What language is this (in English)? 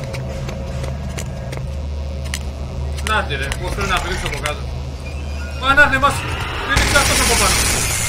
Greek